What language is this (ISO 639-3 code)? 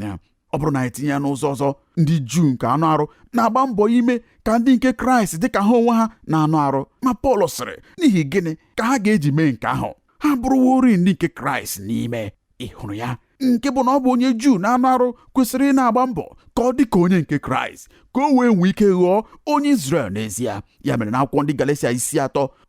ibo